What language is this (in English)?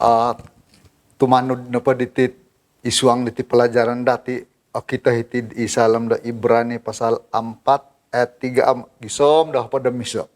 Central Dusun